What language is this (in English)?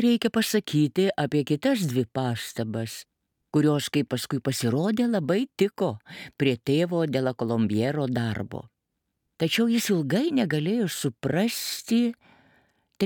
Lithuanian